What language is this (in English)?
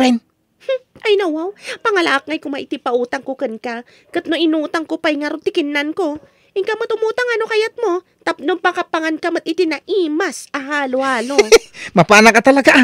Iloko